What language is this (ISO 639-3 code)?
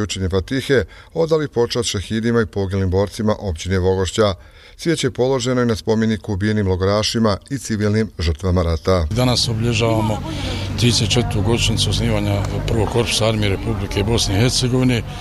bos